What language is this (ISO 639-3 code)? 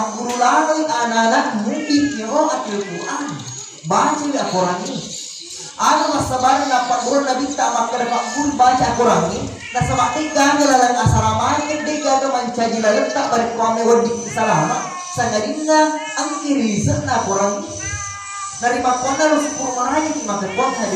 bug